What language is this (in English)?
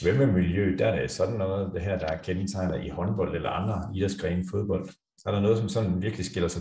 Danish